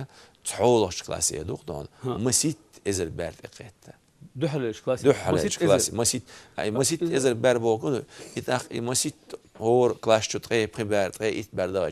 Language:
Chechen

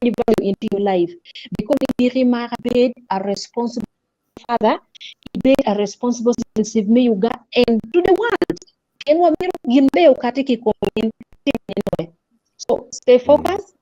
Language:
Acoli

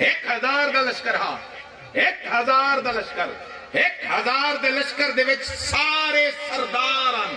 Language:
Saraiki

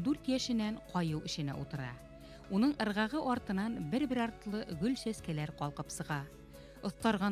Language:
Bashkir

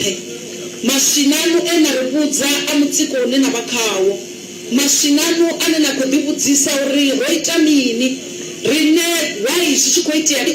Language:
Venda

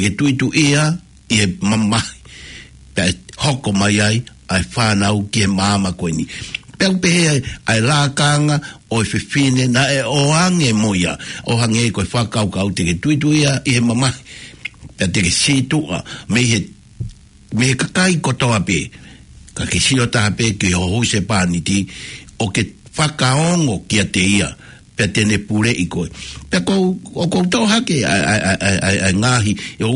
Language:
Tongan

